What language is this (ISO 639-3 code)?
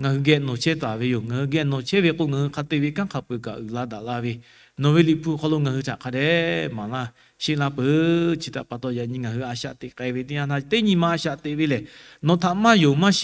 lhu